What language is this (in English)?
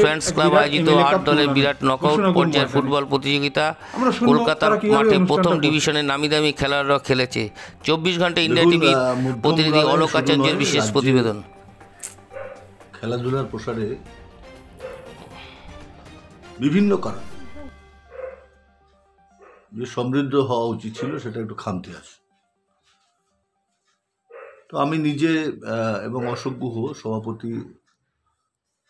Bangla